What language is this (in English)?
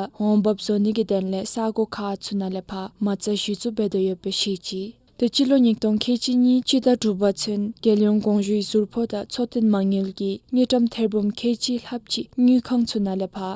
Dzongkha